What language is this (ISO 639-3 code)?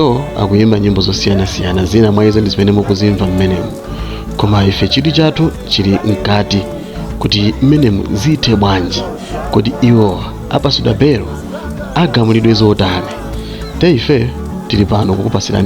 nya